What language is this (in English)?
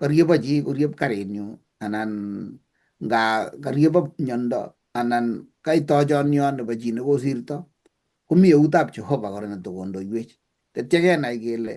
Kalenjin